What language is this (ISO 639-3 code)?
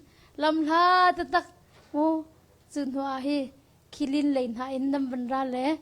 cnh